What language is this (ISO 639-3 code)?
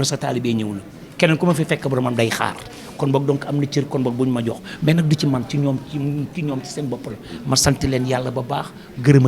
wol